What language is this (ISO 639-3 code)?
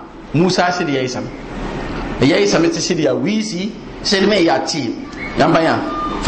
mos